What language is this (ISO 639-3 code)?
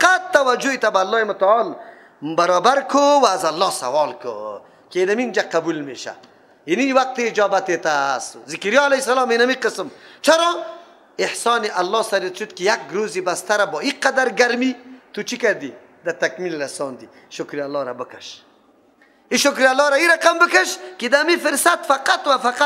fas